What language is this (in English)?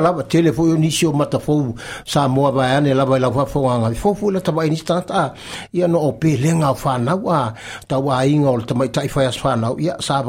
Samoan